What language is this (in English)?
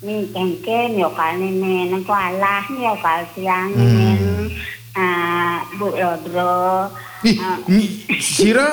Balinese